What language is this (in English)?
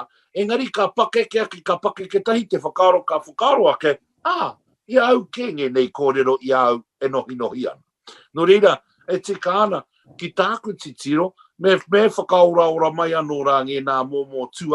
Māori